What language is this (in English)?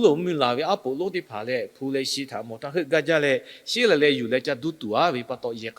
Lahu